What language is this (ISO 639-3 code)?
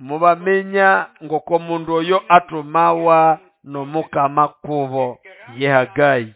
nnb